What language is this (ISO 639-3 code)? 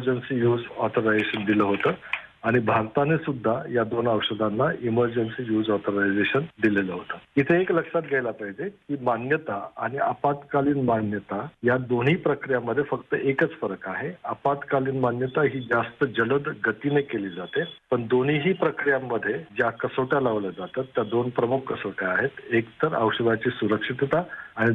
mar